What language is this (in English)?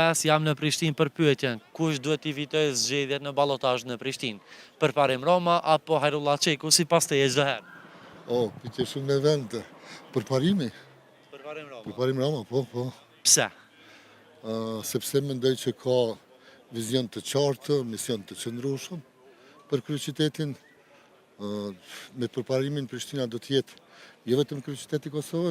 Albanian